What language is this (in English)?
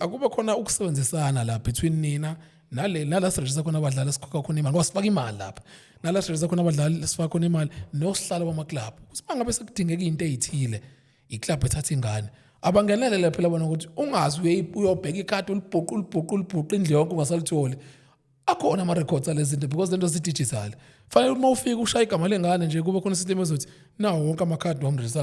Zulu